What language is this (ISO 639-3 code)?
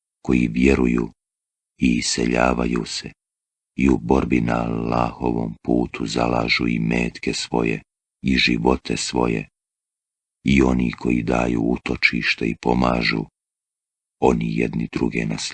bos